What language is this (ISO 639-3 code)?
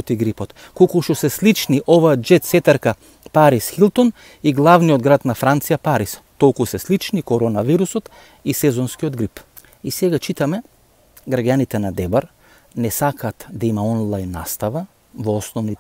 mkd